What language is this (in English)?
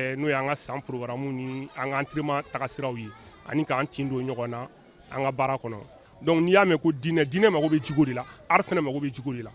Bambara